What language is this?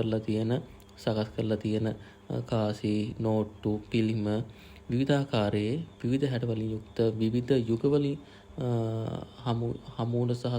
Sinhala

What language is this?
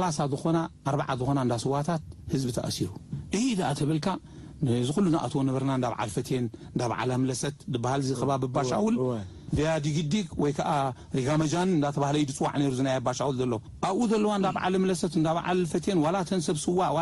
Tigrinya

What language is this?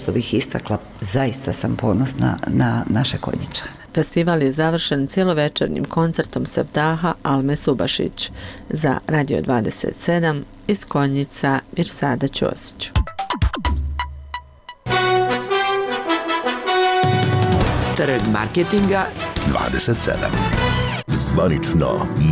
Bosnian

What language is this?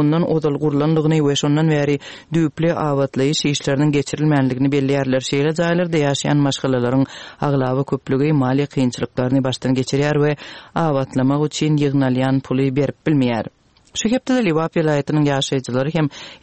Turkmen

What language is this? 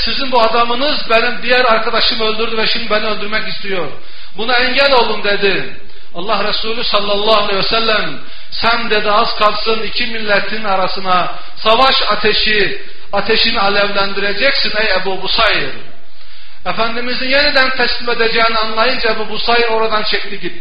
Turkish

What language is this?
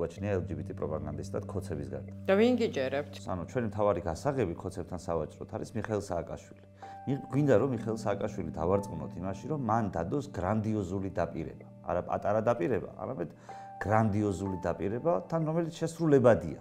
Georgian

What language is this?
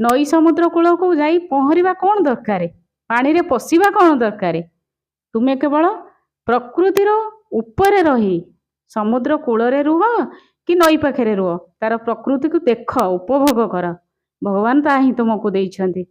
Odia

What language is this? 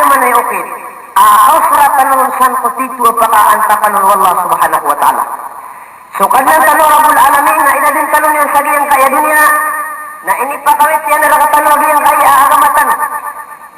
Maranao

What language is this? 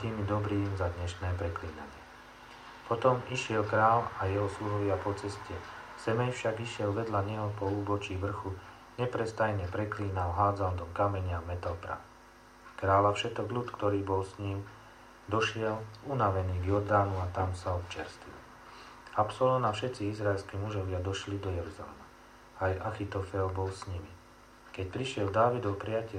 Slovak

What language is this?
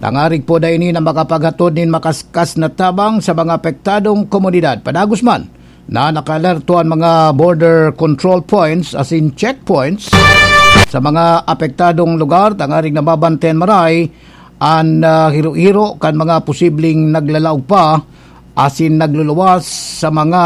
Bikol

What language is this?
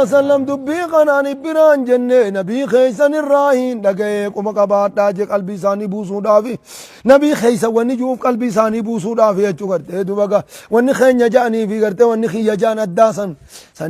Oromo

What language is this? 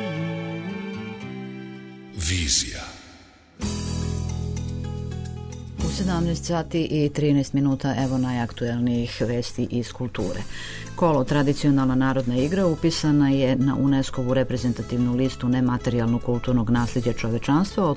Serbian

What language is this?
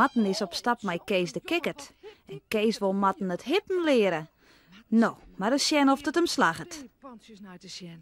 Western Frisian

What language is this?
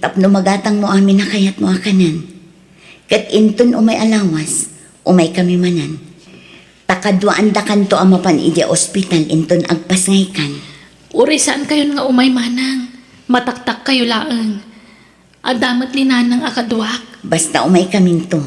Iloko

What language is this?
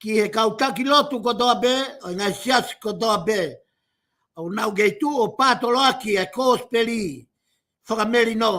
Tongan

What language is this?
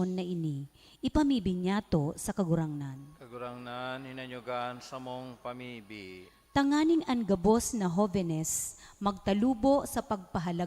Bikol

